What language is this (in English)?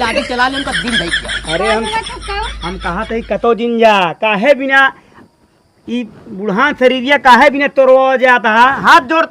Awadhi